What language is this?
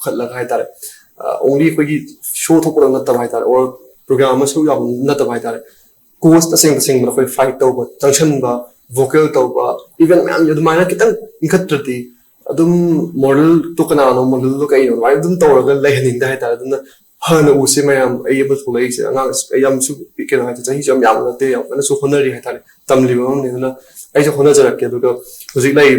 Manipuri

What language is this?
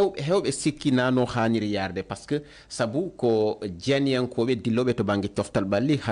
Fula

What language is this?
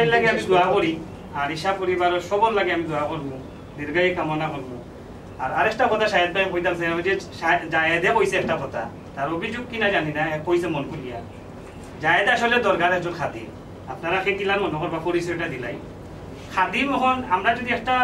Sylheti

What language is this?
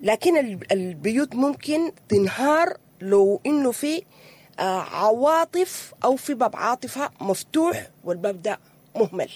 Sudanese Arabic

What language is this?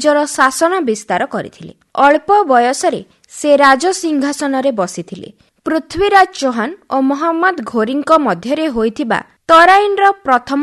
Odia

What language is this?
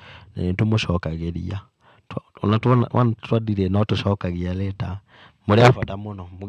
Kikuyu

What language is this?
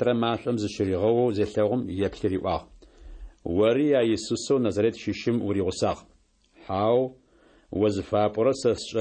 Adyghe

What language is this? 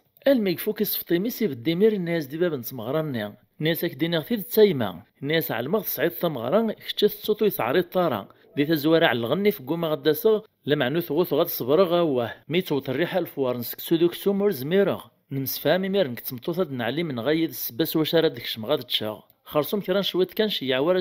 Kabyle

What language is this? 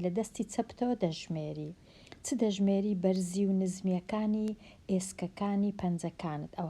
Central Kurdish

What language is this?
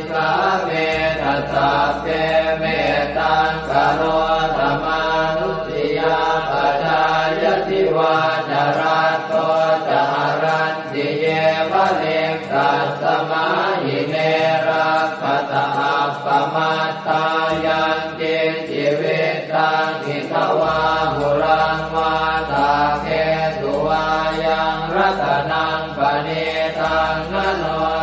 Pali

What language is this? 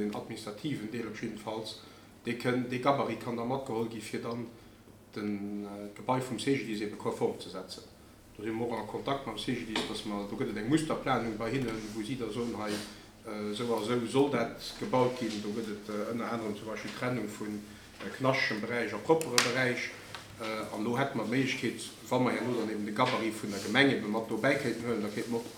Luxembourgish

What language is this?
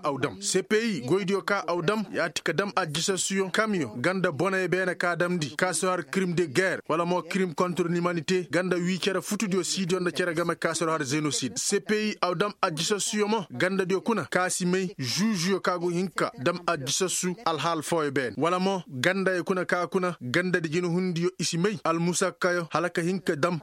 Koyraboro Senni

